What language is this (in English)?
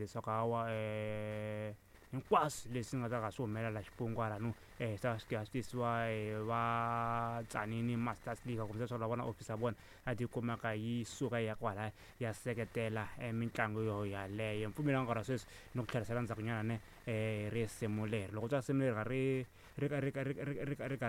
Tsonga